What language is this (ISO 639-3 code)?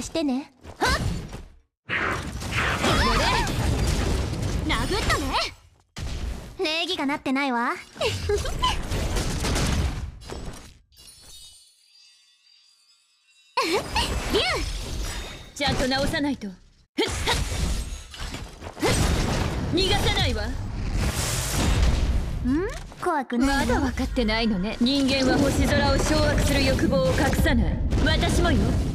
jpn